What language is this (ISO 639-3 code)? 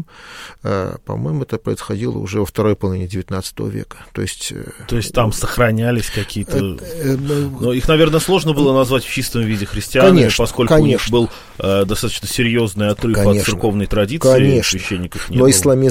rus